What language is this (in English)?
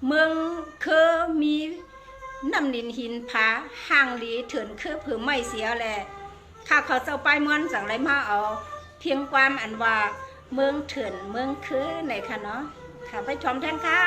Shan